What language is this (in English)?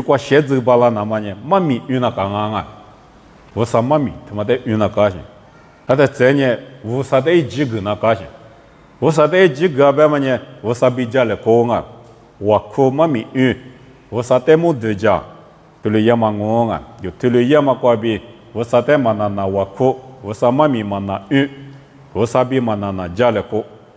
Lisu